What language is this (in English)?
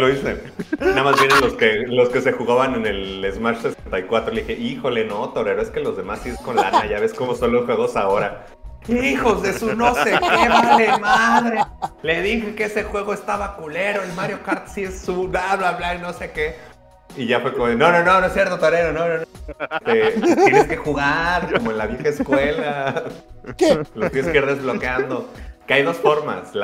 Spanish